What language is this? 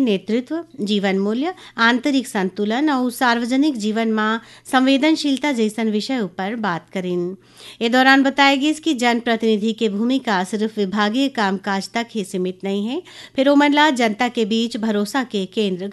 Chhattisgarhi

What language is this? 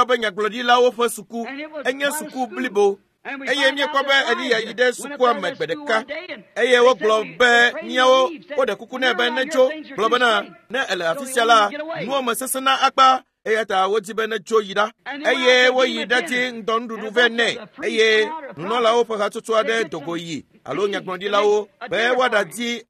Ewe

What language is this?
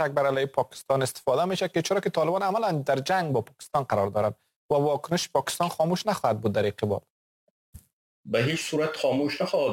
Persian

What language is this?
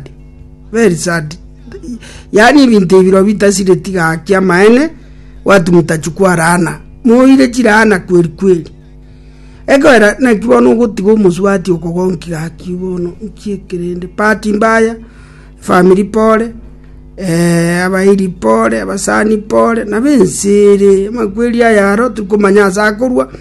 Gusii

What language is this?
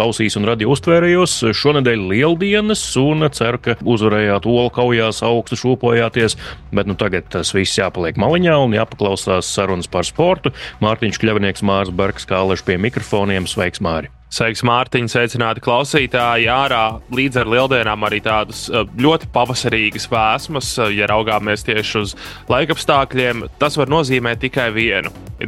Latvian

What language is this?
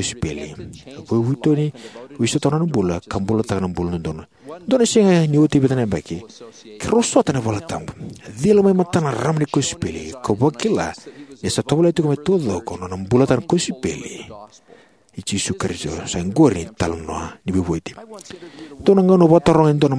Fijian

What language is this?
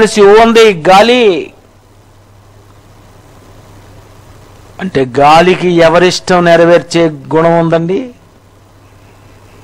Telugu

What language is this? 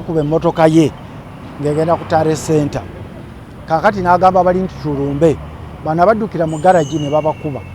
Ganda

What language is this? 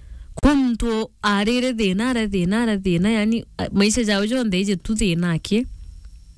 Meru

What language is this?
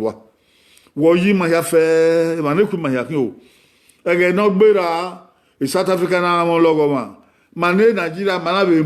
Bini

